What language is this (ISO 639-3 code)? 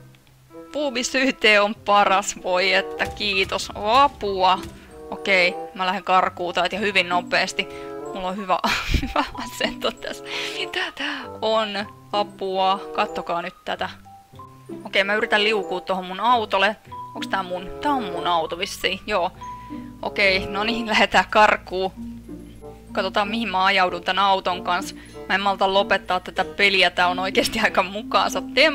fin